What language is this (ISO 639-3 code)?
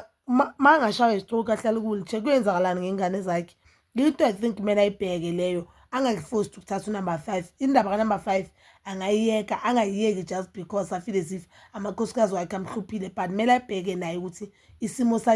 zul